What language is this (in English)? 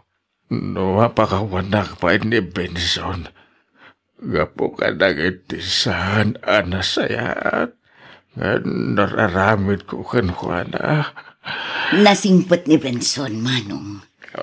Iloko